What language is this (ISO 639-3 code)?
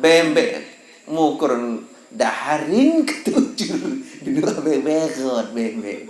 sas